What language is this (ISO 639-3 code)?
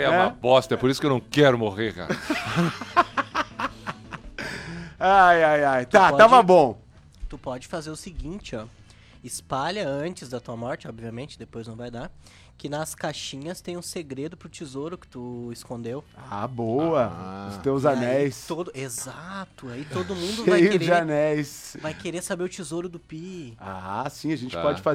por